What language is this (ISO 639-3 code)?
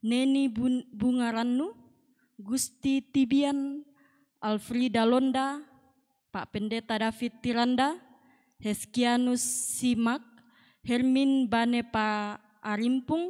sda